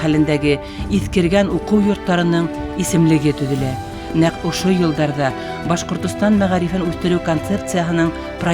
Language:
Bashkir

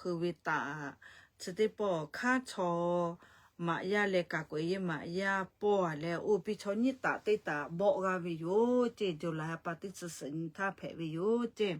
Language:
Lahu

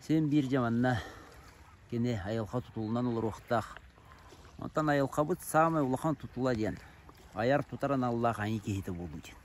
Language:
Yakut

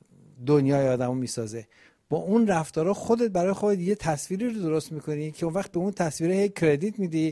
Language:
Persian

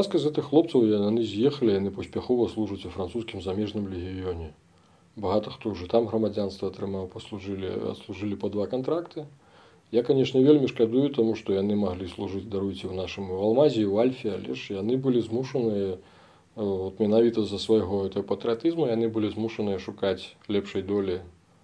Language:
Belarusian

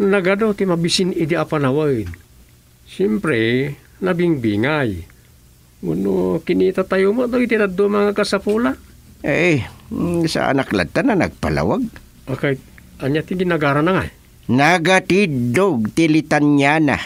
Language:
Iloko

